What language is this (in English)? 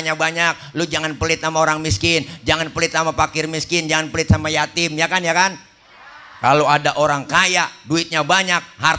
Betawi